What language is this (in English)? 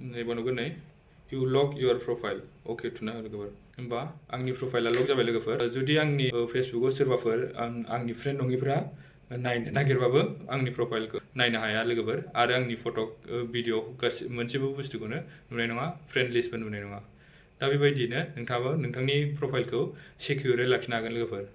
Bodo